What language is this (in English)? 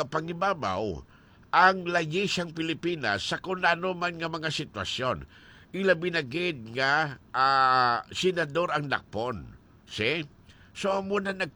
Hiligaynon